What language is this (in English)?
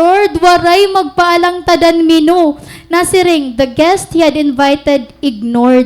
Waray